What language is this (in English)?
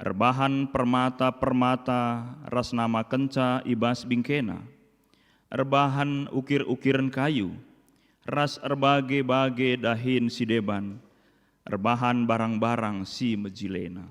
Batak Karo